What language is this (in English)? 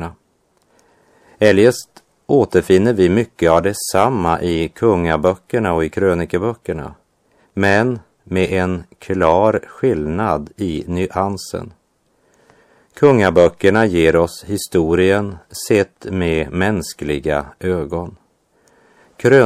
Swedish